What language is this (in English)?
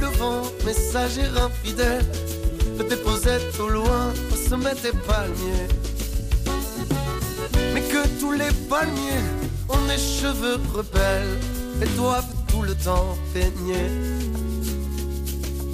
French